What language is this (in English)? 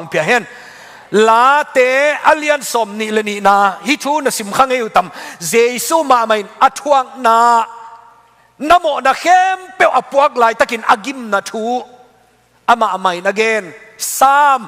Tedim Chin